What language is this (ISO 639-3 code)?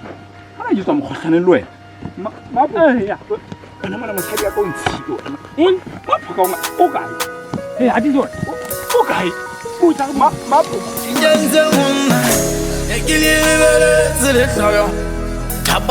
sot